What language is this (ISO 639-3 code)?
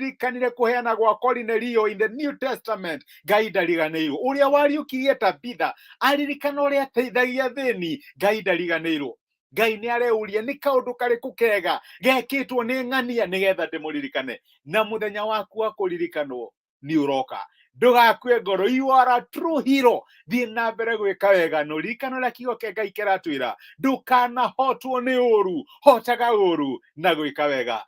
kik